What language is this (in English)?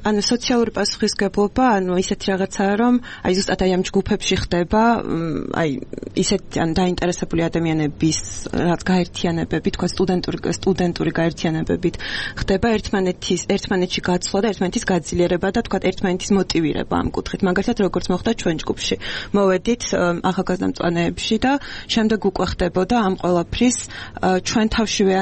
Georgian